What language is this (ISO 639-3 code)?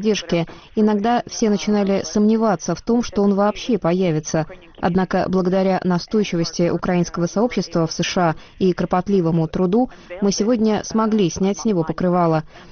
rus